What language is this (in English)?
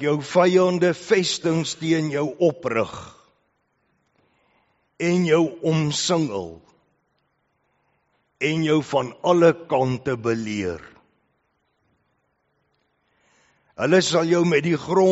Afrikaans